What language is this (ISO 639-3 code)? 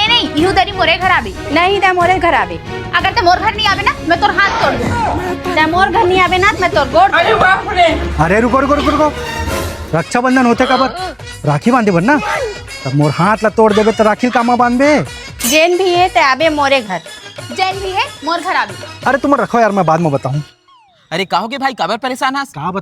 hne